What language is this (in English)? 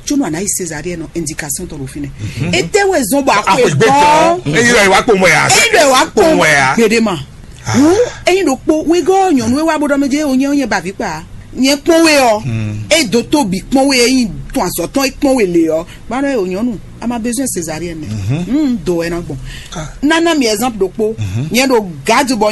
Fon